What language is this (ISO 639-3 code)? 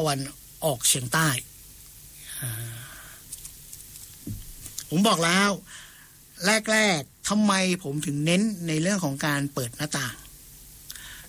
tha